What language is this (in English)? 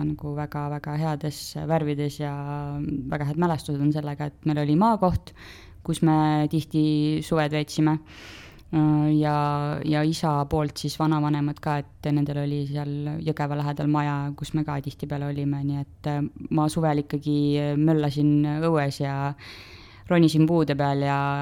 Estonian